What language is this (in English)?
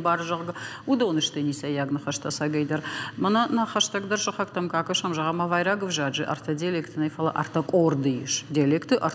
Ossetic